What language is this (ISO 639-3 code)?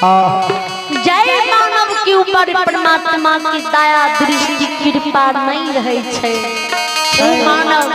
mai